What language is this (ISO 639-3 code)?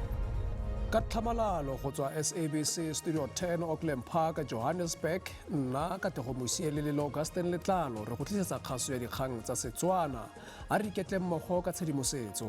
tsn